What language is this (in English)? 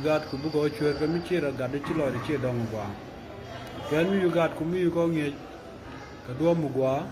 Nuer